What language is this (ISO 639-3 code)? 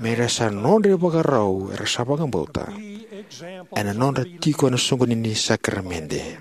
fij